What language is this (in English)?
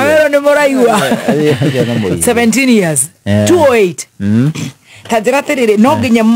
Kikuyu